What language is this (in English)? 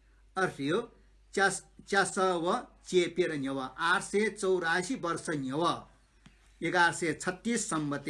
Newari